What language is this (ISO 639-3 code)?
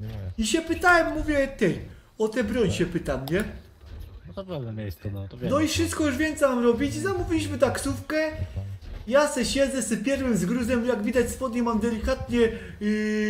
pol